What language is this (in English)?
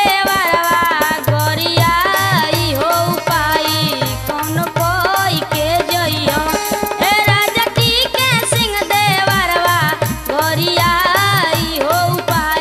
Bhojpuri